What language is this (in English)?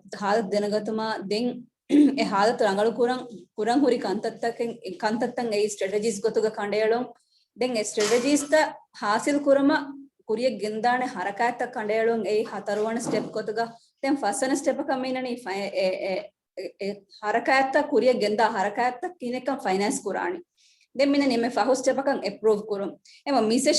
Divehi